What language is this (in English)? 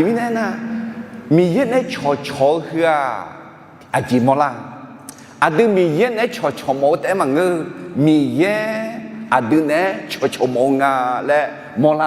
Akha